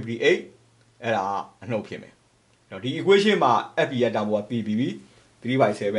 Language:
Burmese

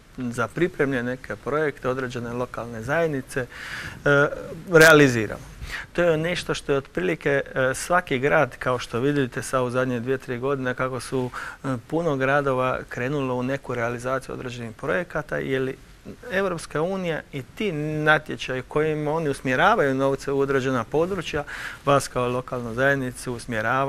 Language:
Croatian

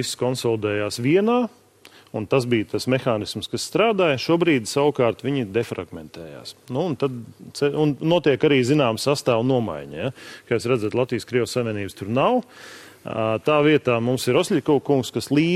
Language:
Latvian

